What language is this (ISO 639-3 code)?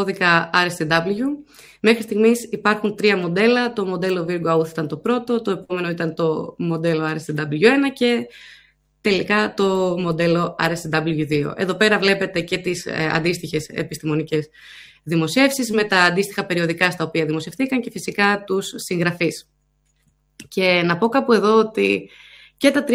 ell